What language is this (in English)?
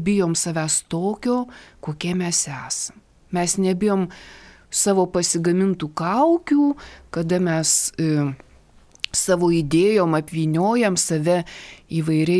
Lithuanian